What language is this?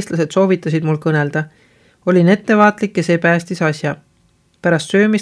Estonian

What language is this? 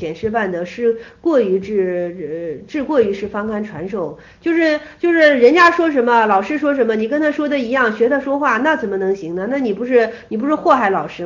Chinese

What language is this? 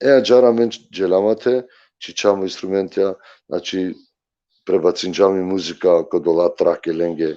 Balkan Romani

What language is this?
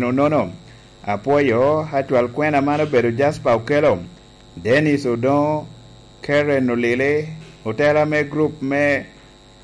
Lango (Uganda)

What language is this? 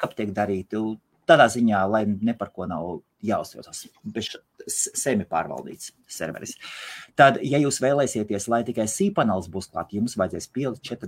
Latvian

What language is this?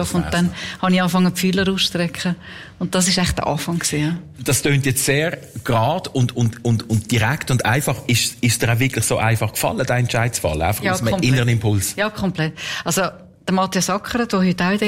German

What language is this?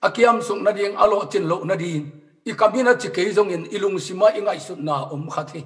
Tedim Chin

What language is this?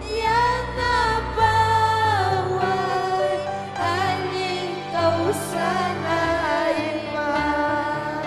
Ayacucho Quechua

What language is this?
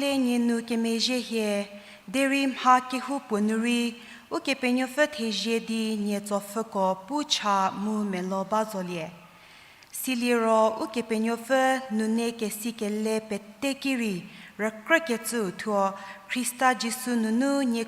Angami Naga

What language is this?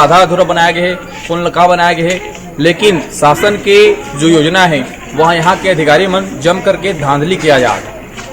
Chhattisgarhi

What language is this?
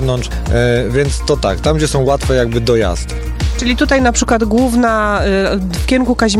Polish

